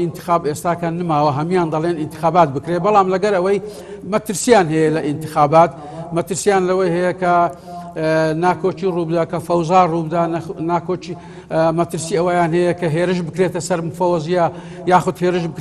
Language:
Central Kurdish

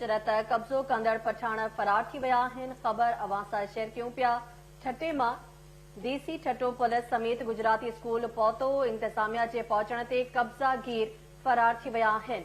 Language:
Sindhi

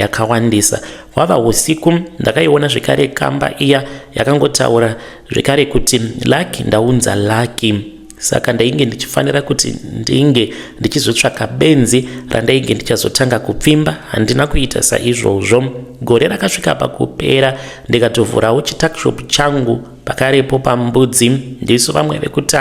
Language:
Shona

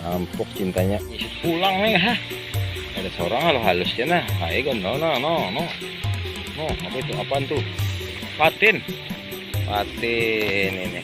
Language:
Banjar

